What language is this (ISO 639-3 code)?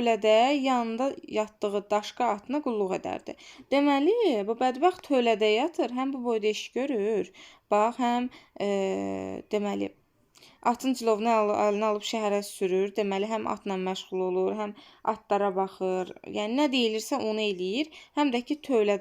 aze